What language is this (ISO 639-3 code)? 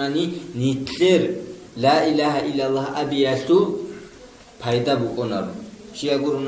ava